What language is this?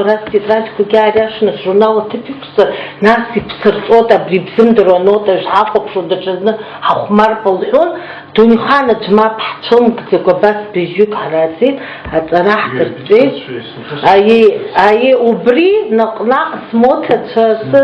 Abkhazian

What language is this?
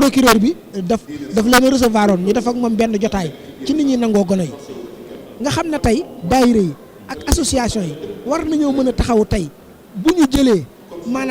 Wolof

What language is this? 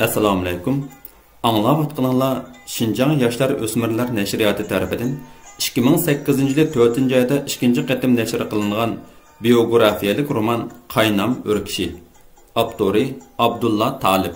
Uyghur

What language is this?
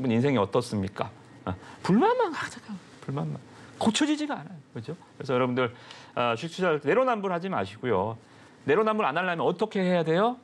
Korean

